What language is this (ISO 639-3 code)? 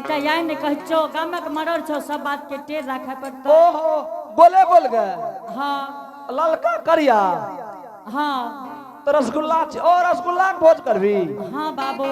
anp